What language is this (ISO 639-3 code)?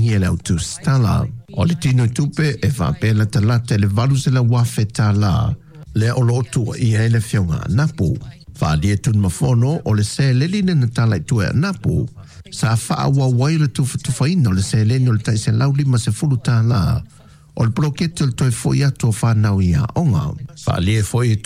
smo